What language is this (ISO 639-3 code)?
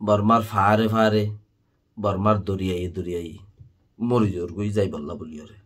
rhg